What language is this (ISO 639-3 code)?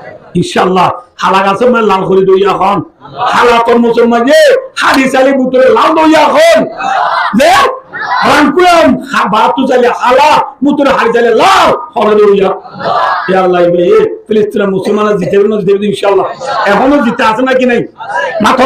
rhg